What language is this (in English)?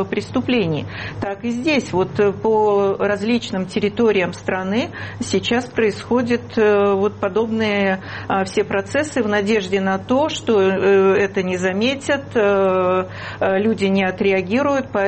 Russian